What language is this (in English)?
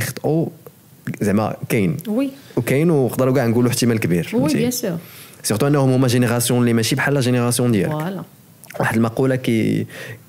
Moroccan Arabic